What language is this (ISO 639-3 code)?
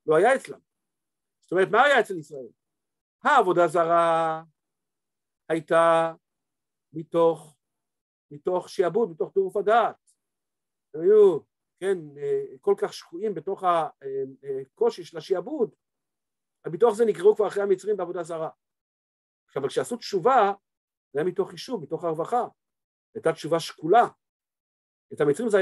heb